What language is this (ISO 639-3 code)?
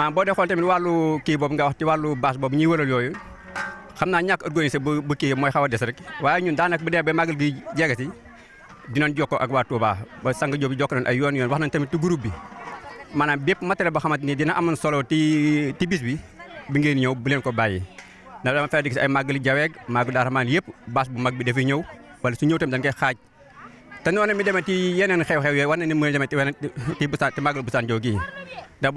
wol